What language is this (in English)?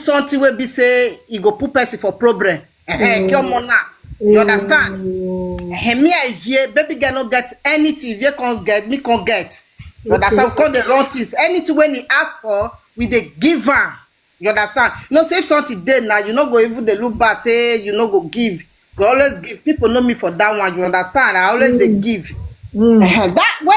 Nigerian Pidgin